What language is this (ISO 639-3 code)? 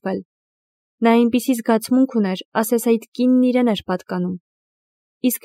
hye